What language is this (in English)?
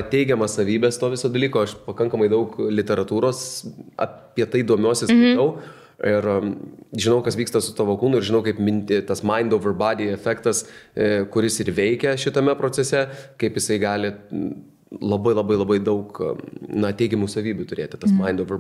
Lithuanian